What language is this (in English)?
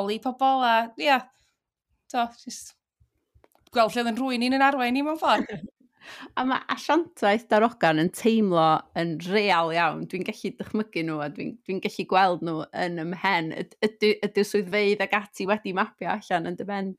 Welsh